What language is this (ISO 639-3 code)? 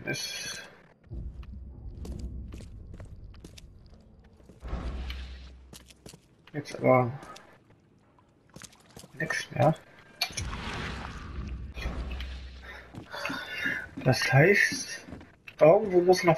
deu